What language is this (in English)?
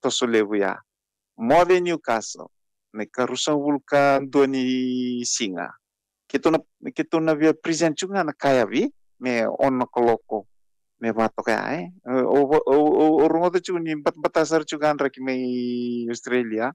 Fijian